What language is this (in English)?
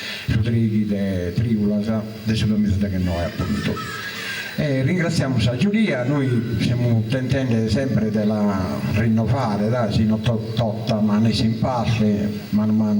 Sardinian